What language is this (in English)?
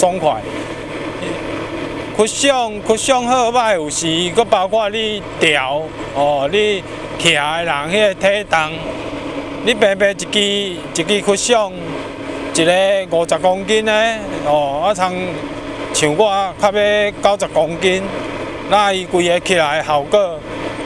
Min Nan Chinese